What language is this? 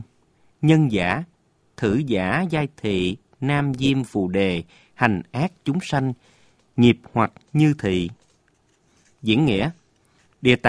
Vietnamese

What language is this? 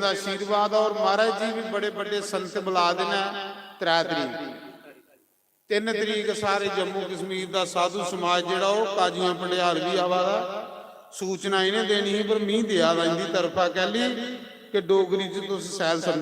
Dogri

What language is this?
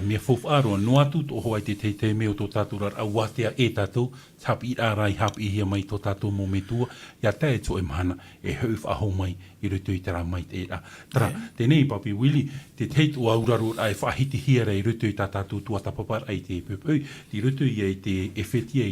Tahitian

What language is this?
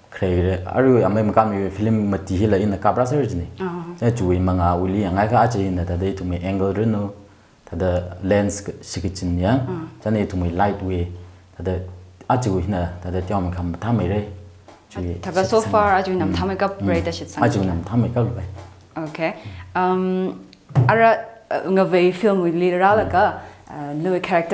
Tangkhul Naga (India)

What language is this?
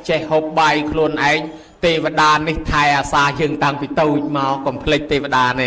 Khmer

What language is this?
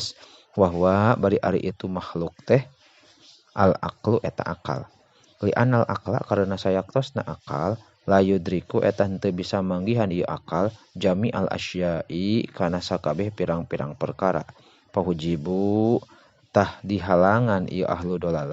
Sundanese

